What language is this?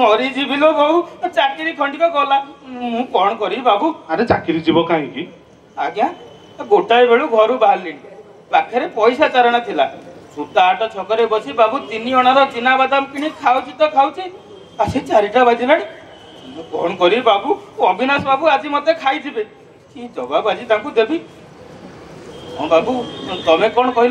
Odia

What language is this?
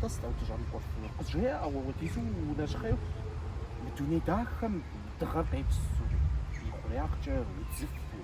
Kabardian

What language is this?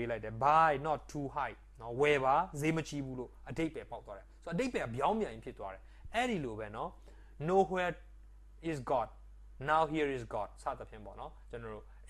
Burmese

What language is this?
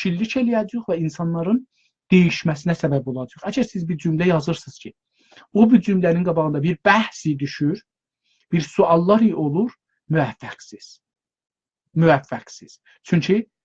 South Azerbaijani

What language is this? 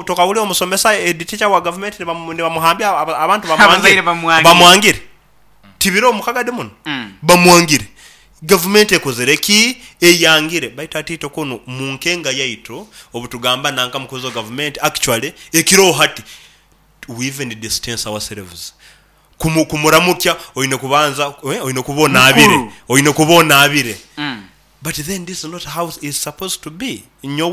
Nyoro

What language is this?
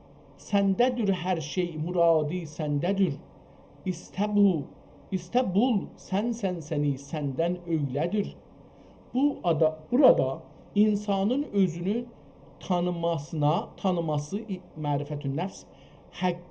South Azerbaijani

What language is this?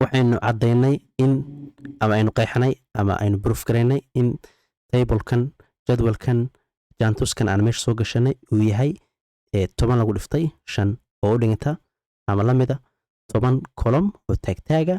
Somali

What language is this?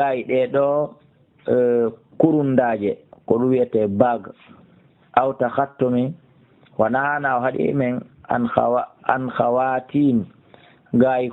Fula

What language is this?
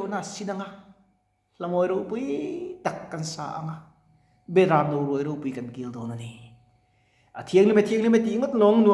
Mizo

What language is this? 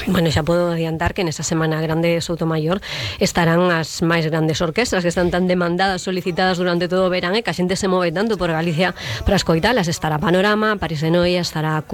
Galician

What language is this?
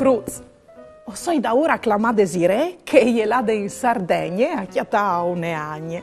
Friulian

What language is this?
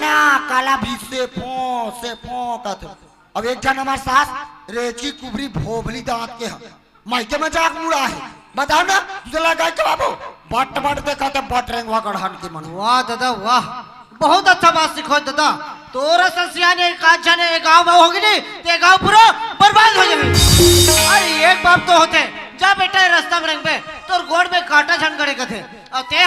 Chhattisgarhi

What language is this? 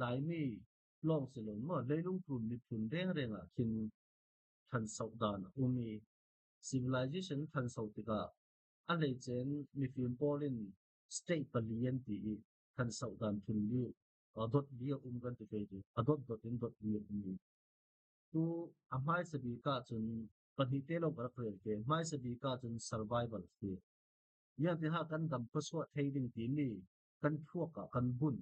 Falam Chin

